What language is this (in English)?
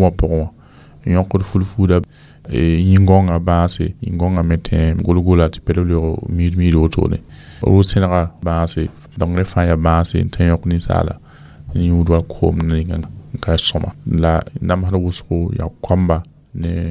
Mossi